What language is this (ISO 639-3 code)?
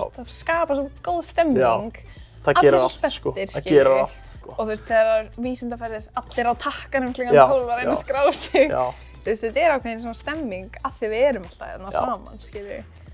isl